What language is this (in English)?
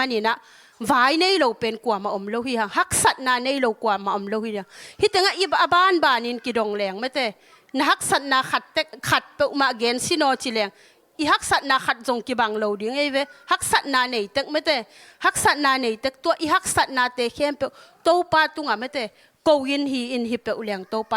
Tedim Chin